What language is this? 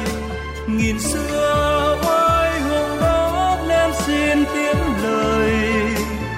Vietnamese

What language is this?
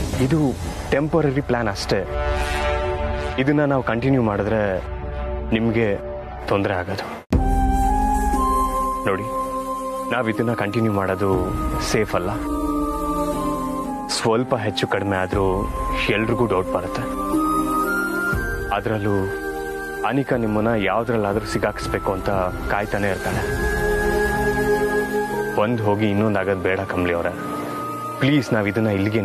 Kannada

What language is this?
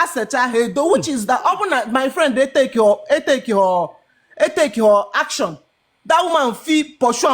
Igbo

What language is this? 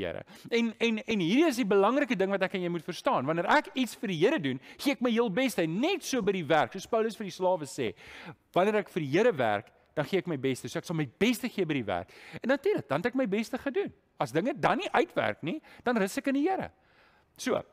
Afrikaans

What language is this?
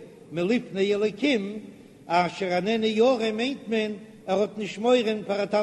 Yiddish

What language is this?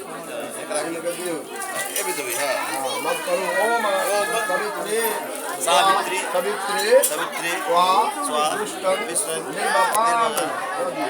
Maithili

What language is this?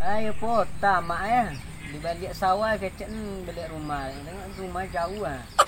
Minangkabau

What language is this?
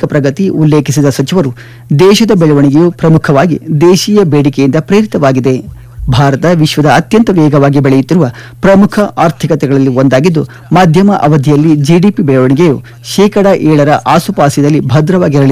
Kannada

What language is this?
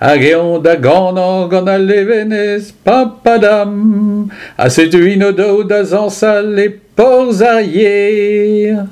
Breton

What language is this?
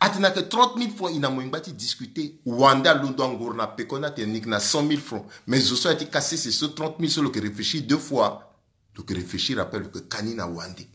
Sango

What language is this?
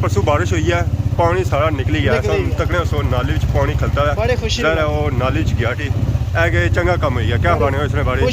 Pahari-Potwari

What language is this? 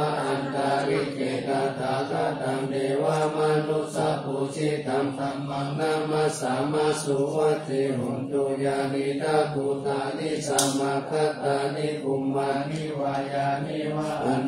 Pali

